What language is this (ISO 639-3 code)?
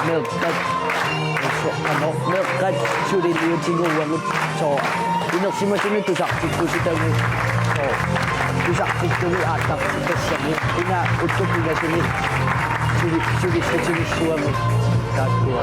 kal